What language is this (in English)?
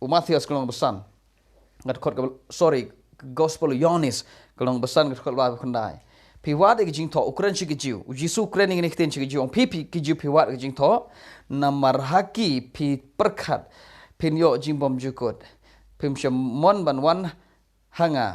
Khasi